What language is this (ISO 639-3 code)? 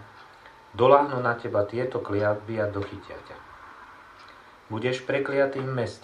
slk